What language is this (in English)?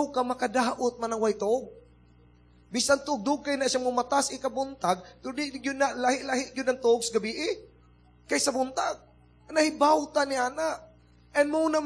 Cebuano